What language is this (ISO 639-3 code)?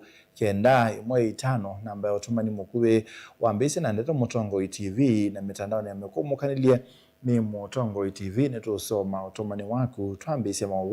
kam